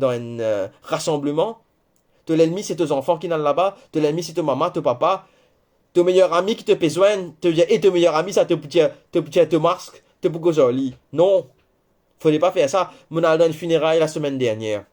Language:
Morisyen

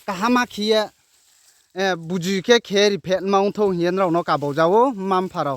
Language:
Riang (India)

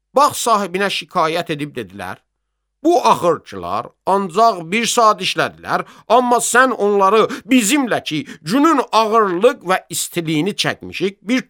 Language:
Azerbaijani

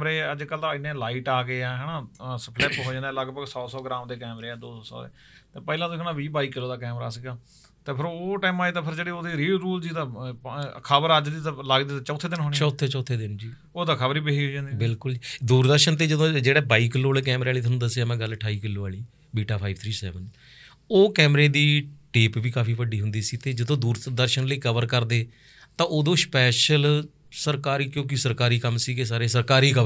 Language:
Punjabi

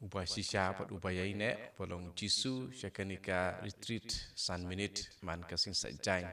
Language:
Khasi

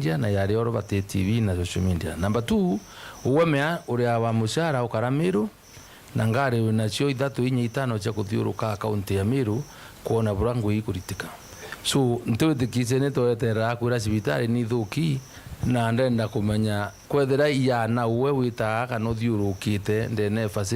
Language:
Meru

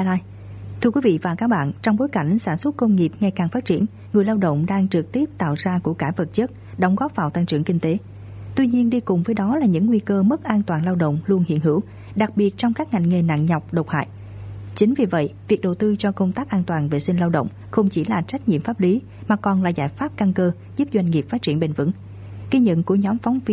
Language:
Vietnamese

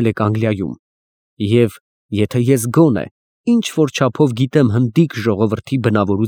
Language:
Armenian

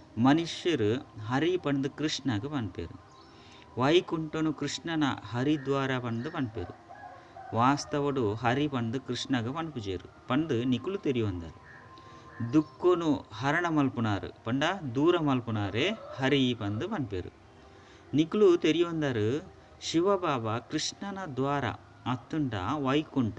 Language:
Tulu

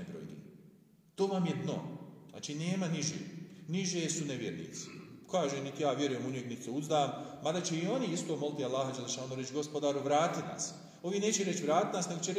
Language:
Bosnian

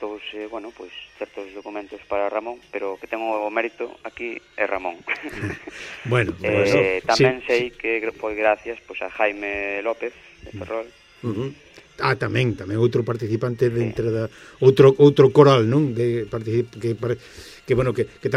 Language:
Galician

